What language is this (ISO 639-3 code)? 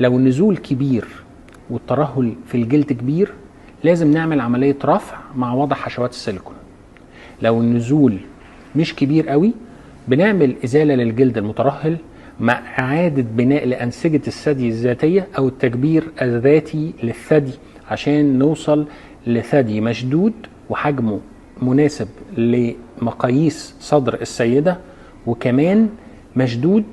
arz